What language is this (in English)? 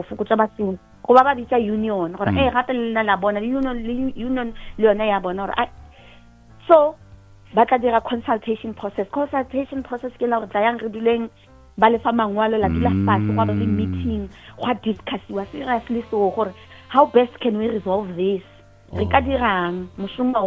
Northern Sotho